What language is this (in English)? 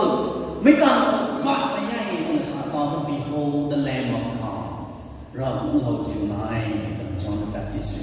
Rongmei Naga